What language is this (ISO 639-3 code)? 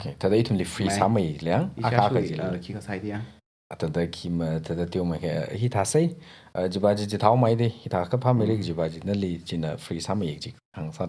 nmf